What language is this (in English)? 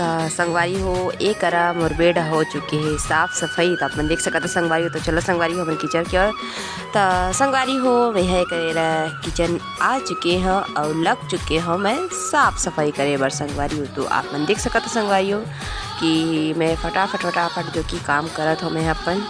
Chhattisgarhi